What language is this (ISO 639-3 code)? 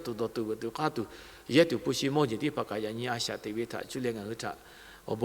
lhu